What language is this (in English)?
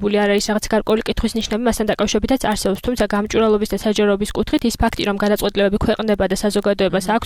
Georgian